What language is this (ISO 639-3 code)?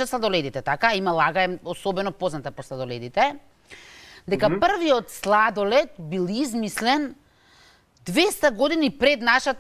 mkd